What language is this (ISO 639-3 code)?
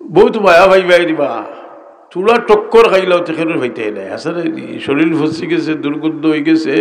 syl